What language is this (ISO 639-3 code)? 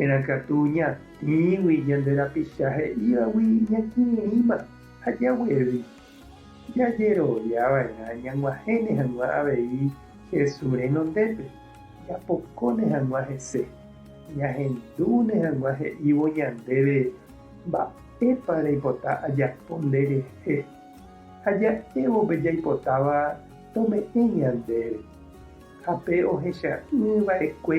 grn